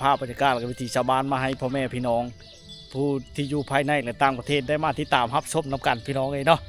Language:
Lao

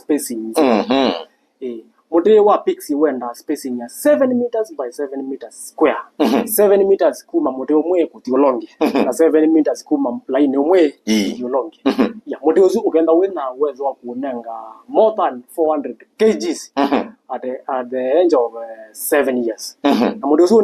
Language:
Kamba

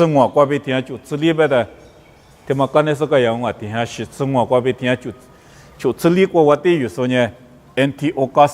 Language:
Lisu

